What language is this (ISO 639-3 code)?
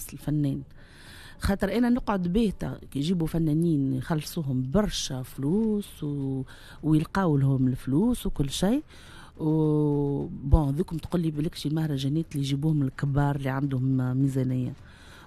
aeb